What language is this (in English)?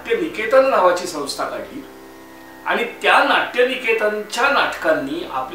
Marathi